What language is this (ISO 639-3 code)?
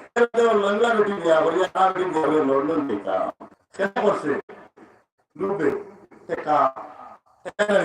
syl